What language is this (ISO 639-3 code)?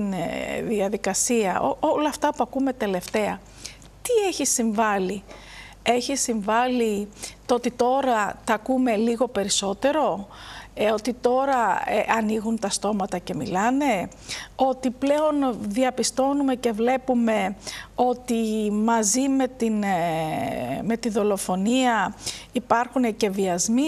ell